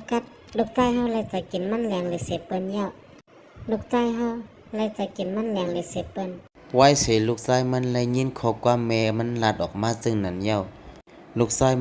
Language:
Shan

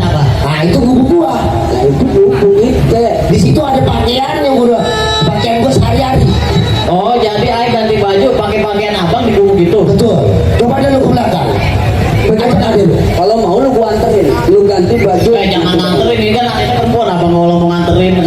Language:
Betawi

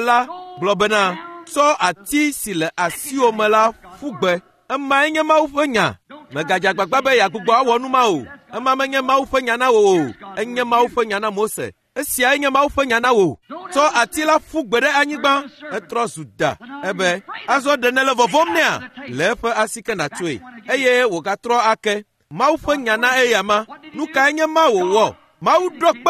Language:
Ewe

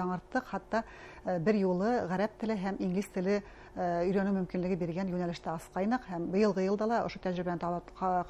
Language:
Bashkir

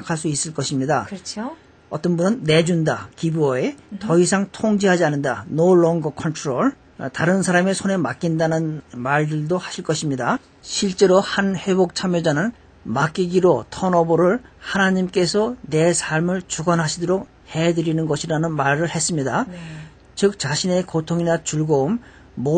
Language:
Korean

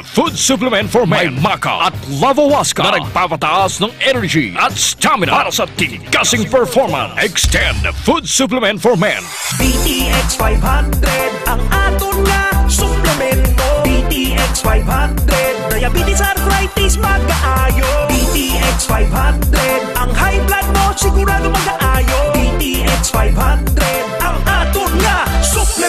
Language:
Hiligaynon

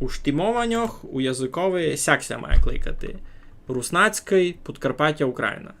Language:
Rusyn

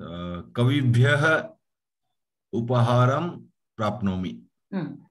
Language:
Sanskrit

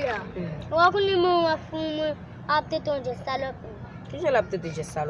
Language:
Haitian Creole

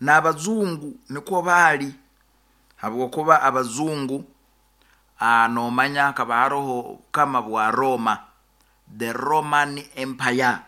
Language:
Nyoro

